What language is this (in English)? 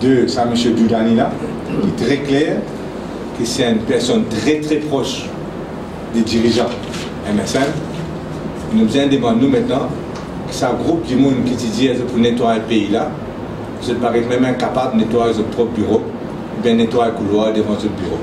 Morisyen